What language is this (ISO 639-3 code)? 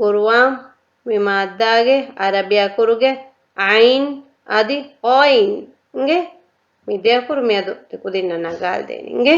div